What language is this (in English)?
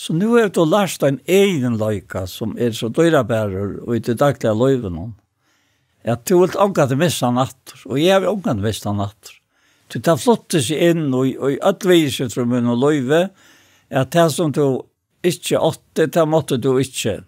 Faroese